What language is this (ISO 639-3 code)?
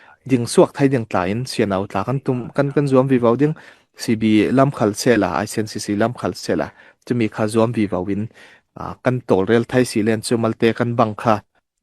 cfm